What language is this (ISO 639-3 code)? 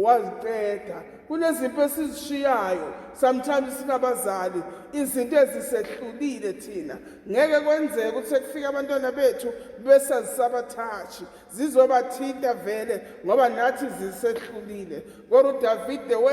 zul